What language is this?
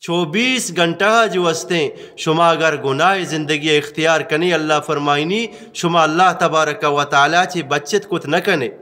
Eastern Balochi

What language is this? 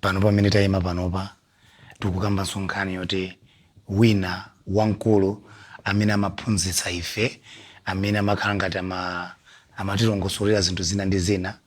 Nyanja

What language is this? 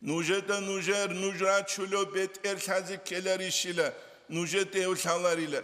Avaric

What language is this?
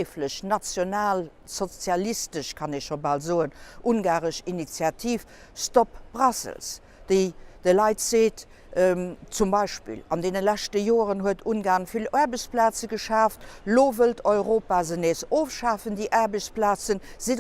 Luxembourgish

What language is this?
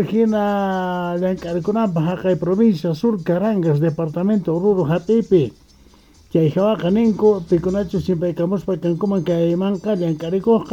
South Bolivian Quechua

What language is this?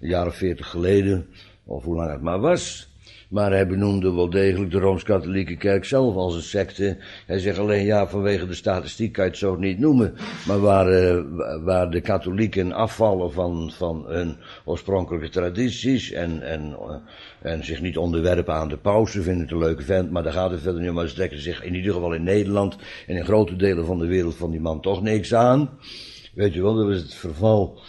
Dutch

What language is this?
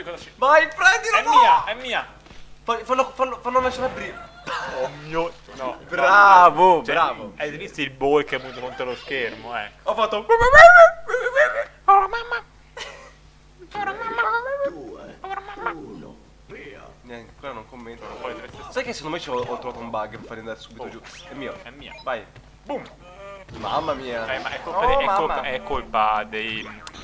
Italian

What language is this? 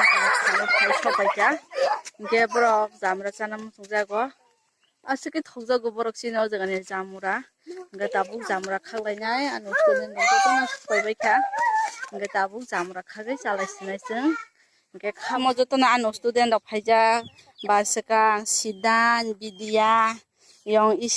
Kok Borok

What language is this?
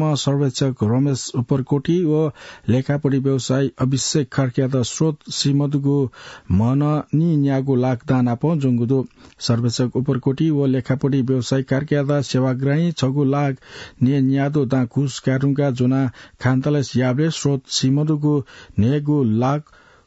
Newari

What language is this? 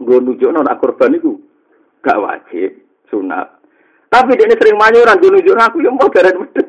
Javanese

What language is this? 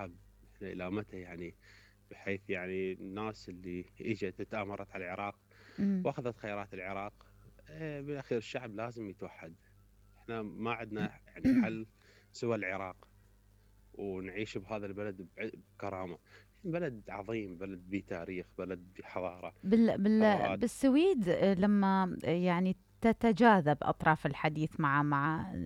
Mesopotamian Arabic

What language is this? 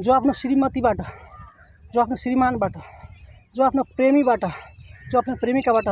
Nepali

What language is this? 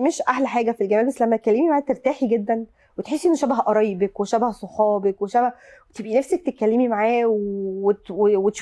Egyptian Arabic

